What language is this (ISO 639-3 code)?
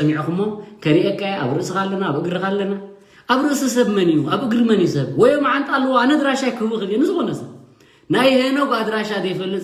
tir